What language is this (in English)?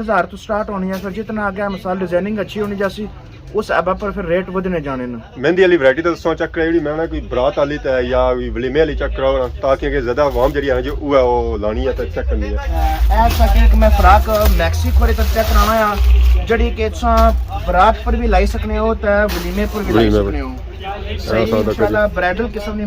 Pahari-Potwari